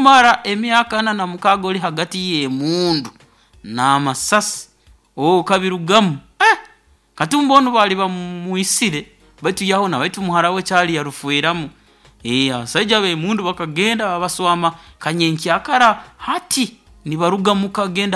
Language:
Nyoro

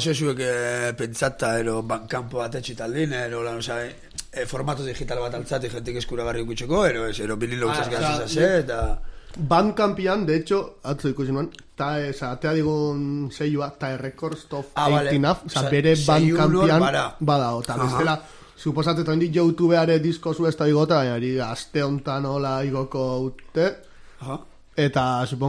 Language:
Basque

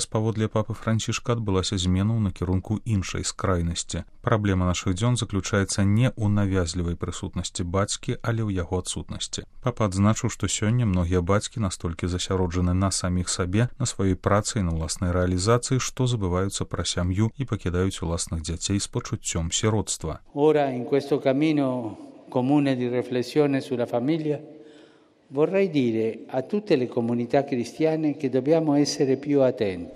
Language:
Belarusian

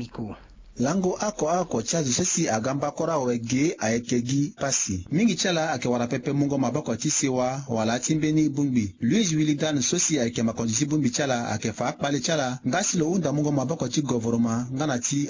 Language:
Sango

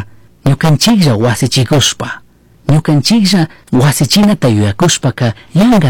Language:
Chimborazo Highland Quichua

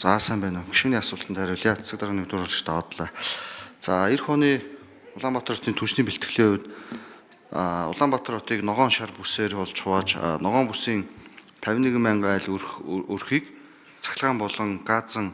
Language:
Mongolian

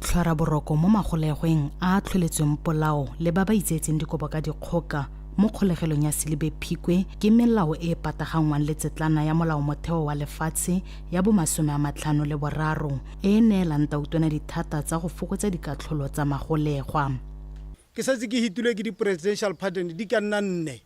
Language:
Tswana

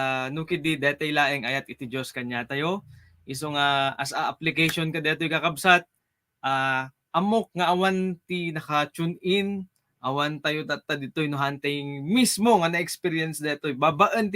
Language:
Iloko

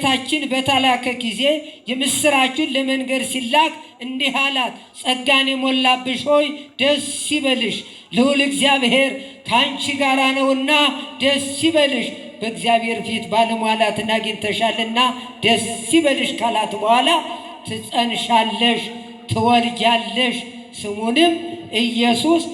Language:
Amharic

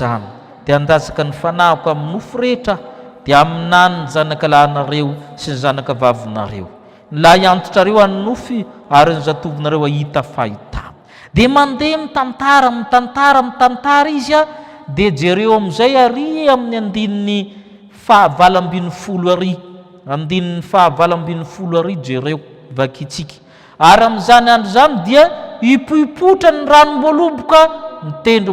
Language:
Malagasy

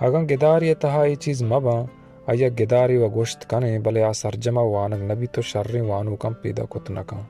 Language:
Baluchi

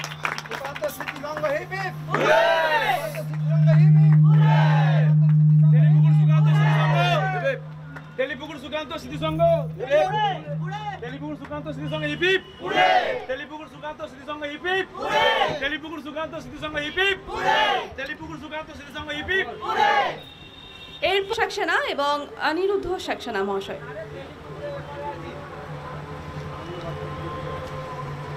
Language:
Bangla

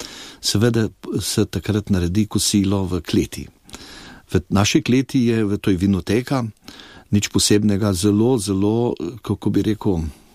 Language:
Slovenian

